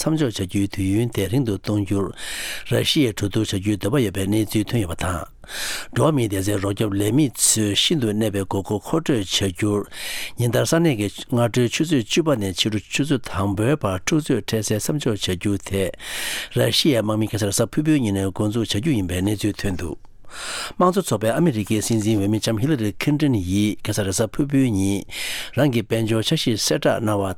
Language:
Tibetan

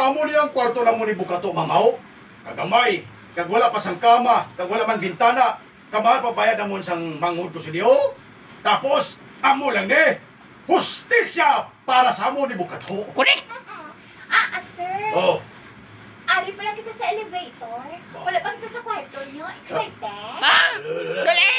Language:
Hiligaynon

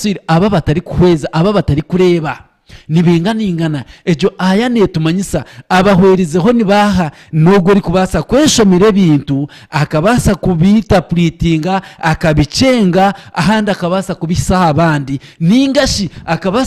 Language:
Nyankole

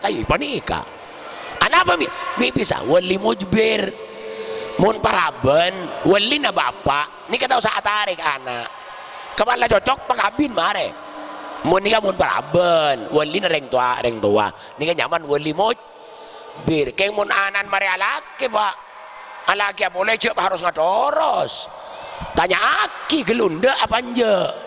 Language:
Madurese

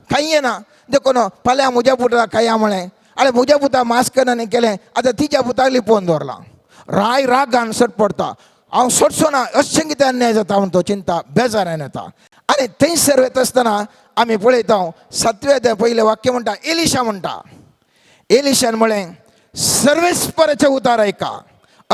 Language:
Konkani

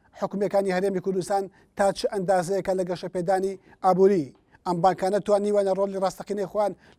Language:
Central Kurdish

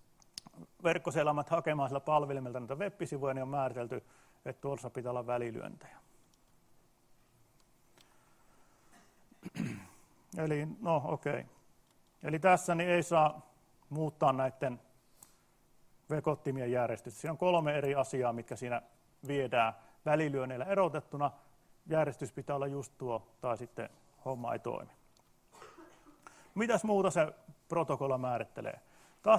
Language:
Finnish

